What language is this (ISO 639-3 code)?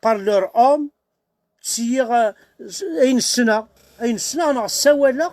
kab